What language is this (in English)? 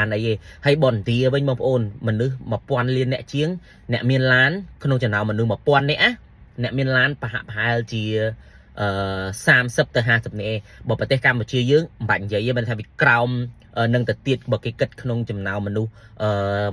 Khmer